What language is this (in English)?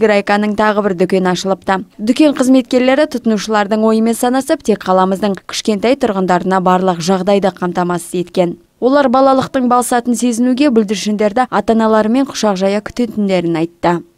Kazakh